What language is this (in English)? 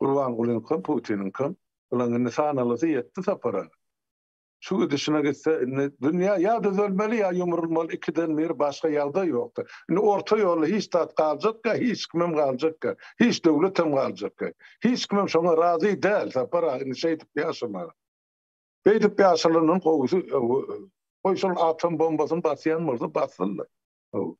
Turkmen